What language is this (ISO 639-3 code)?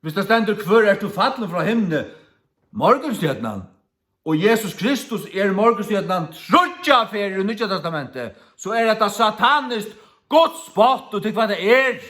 fao